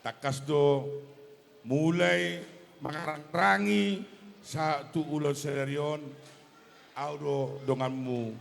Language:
Batak Toba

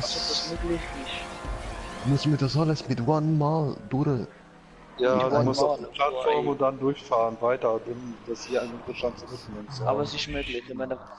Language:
Swiss German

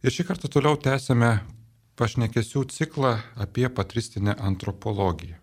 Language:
Lithuanian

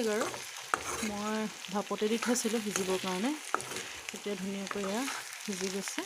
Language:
Assamese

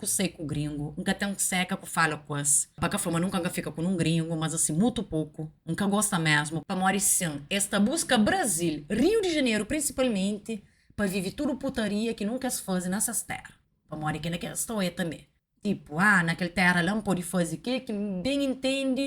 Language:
Kabuverdianu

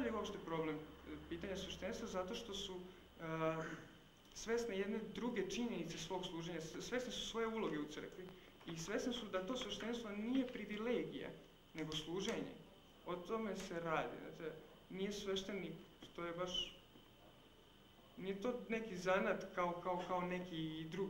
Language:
Serbian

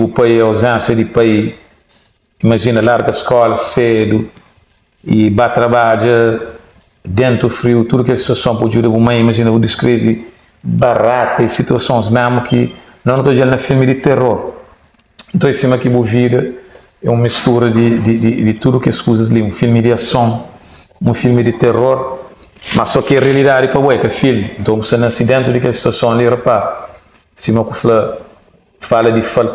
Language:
Kabuverdianu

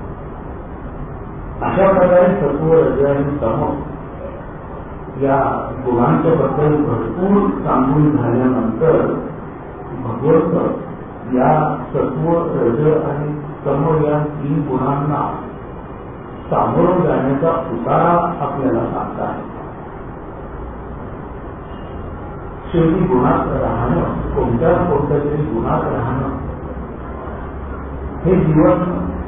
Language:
Marathi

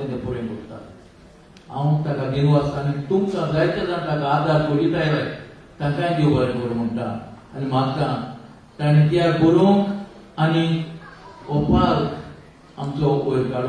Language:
Konkani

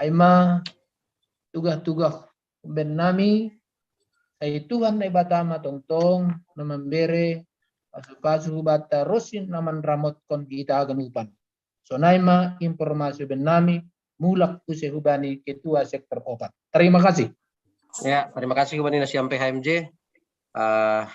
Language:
Batak Simalungun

